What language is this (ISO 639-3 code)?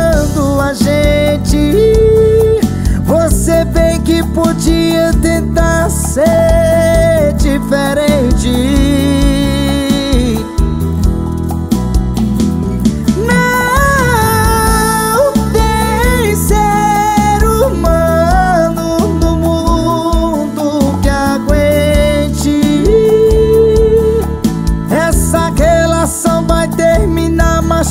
por